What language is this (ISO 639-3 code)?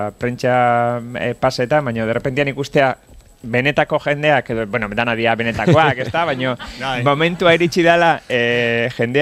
eus